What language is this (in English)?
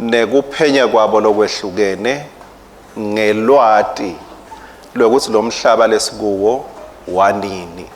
Swati